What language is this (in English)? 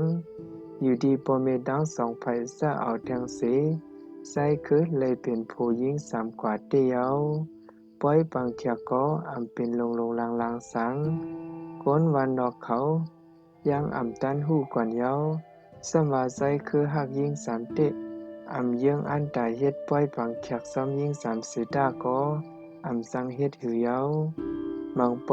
Shan